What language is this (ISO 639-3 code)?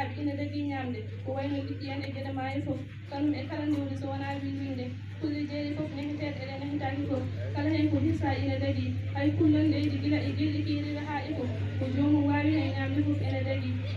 ful